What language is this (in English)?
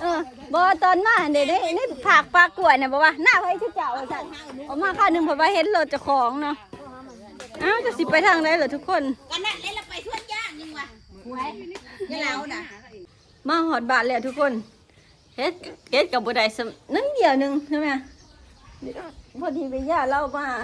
Lao